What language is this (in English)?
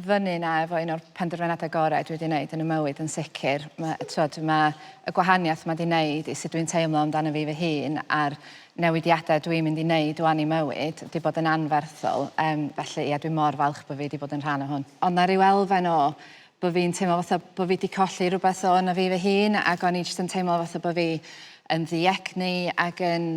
Welsh